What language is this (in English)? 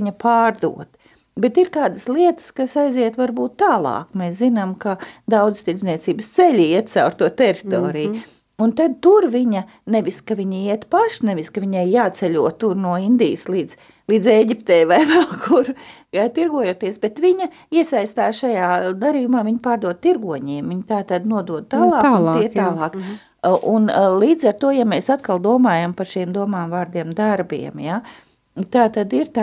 Latvian